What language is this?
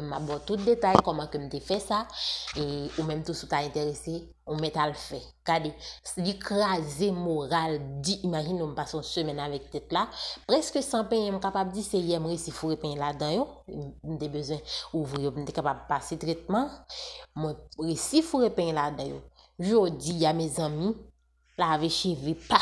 Haitian Creole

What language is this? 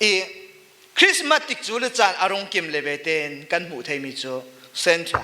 Falam Chin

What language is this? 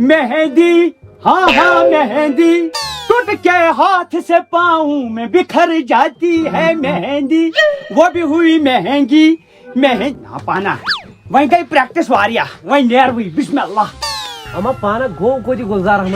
Kashmiri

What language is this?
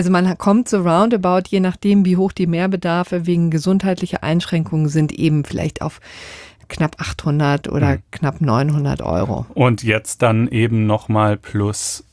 German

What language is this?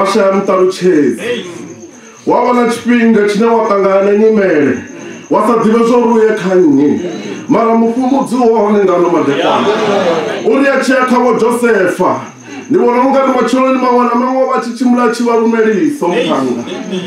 Venda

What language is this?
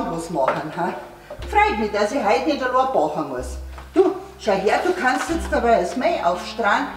Bavarian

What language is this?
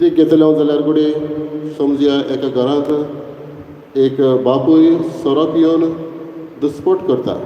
Konkani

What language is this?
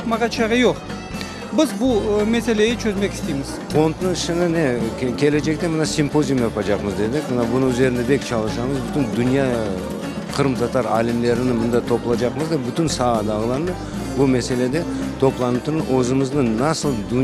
Crimean Tatar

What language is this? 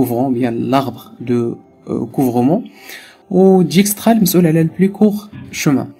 Moroccan Arabic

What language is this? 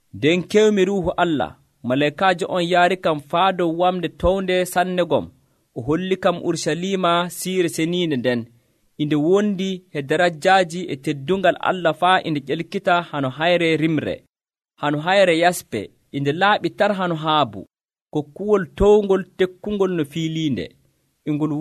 Nigerian Fulfulde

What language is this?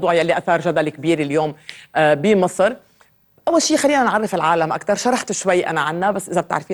North Levantine Arabic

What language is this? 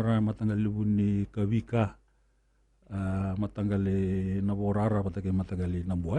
Fijian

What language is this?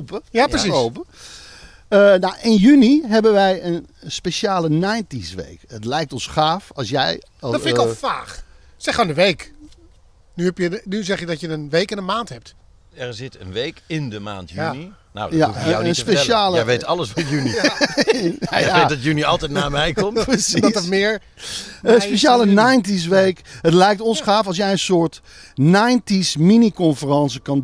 Dutch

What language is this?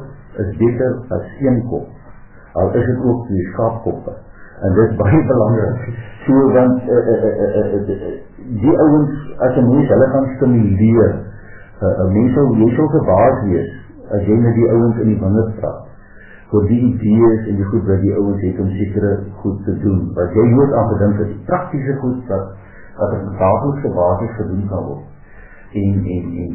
Afrikaans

